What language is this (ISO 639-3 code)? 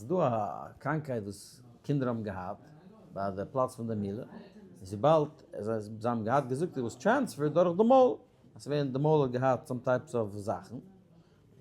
yid